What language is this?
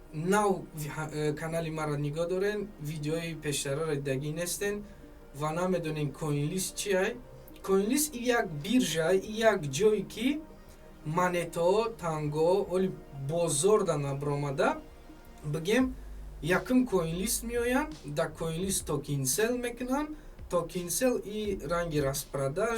Tajik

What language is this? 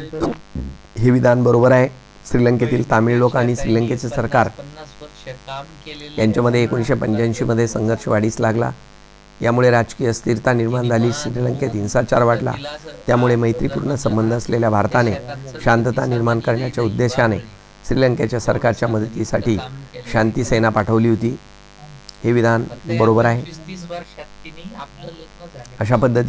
Marathi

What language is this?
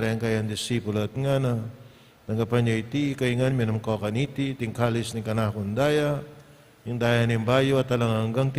Pampanga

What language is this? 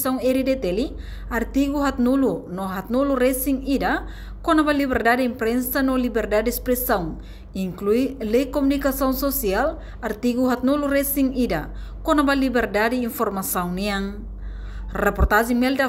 Tetum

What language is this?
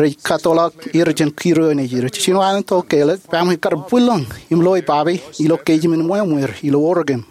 Marshallese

